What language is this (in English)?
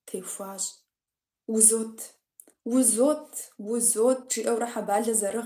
Kabardian